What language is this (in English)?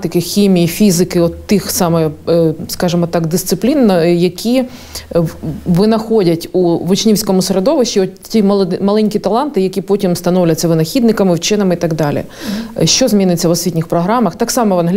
Ukrainian